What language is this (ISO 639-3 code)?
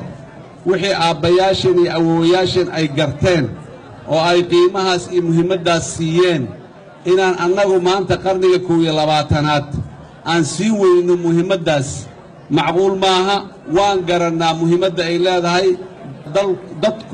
som